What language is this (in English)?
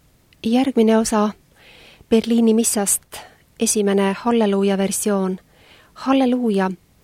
Estonian